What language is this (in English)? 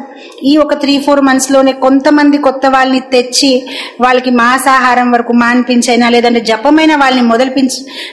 Telugu